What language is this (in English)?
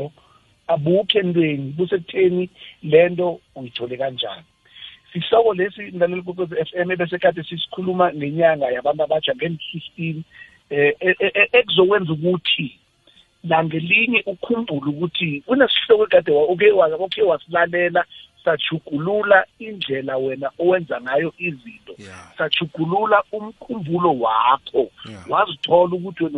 South Ndebele